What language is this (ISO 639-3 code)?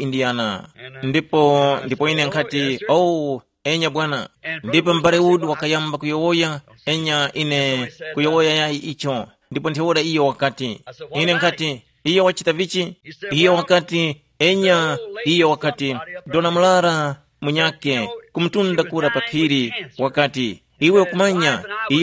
tum